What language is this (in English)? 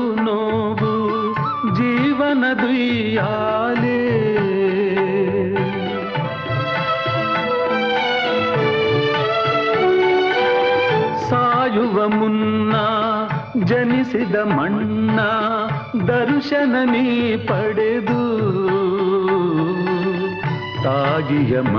Kannada